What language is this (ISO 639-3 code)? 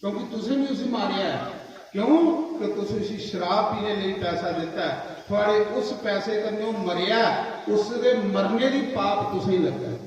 doi